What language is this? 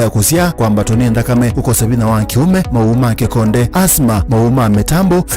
Kamba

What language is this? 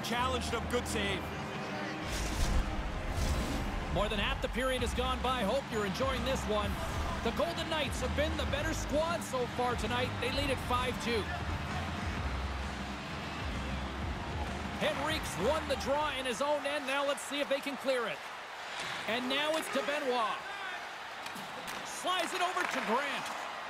English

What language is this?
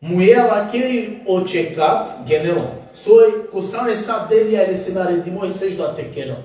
Balkan Romani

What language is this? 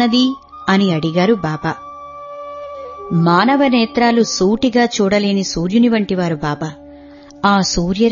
Telugu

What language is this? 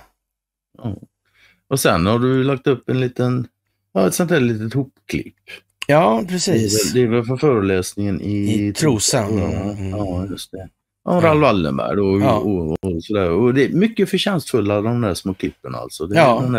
Swedish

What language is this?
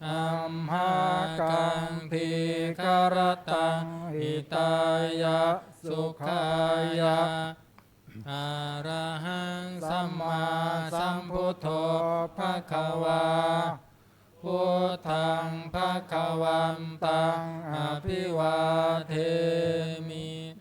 Pali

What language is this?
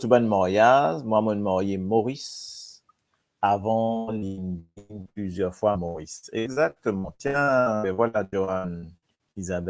Morisyen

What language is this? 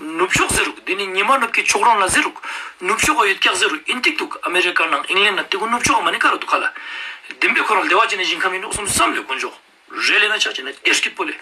Ladakhi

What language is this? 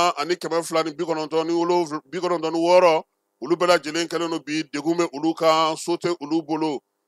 Bambara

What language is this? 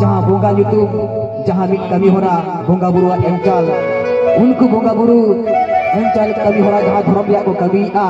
Santali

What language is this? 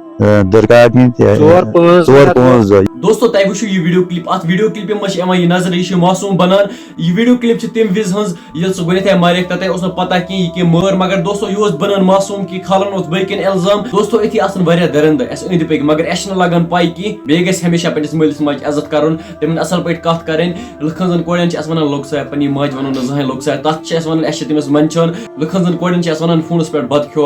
Kashmiri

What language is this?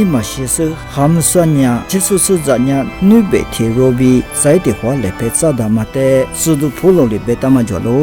Lisu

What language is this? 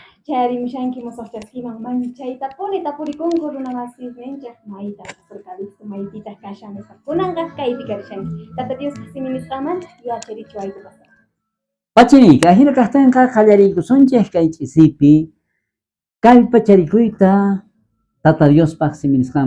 South Bolivian Quechua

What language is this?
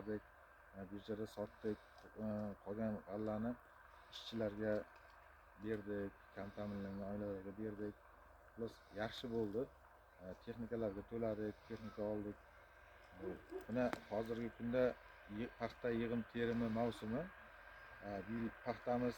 Uzbek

